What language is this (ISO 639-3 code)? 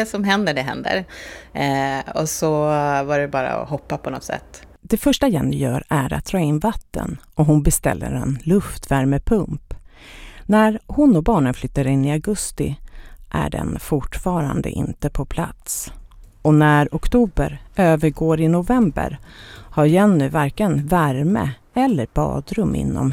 swe